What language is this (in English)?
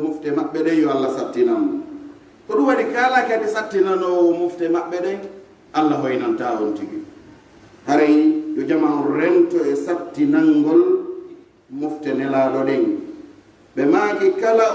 Pular